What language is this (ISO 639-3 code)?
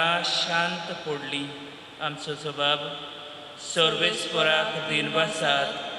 kok